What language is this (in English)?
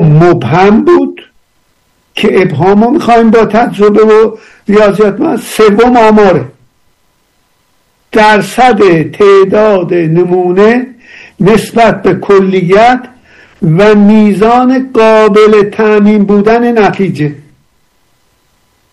Persian